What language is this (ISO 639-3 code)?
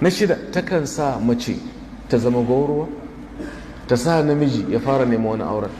hau